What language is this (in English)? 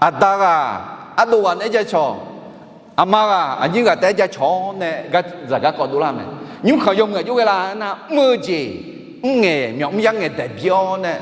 Akha